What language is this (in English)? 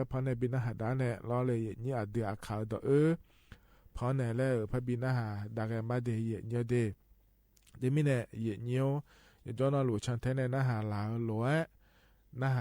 Akha